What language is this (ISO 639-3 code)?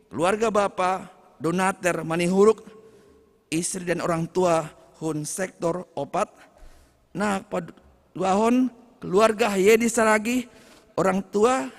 bts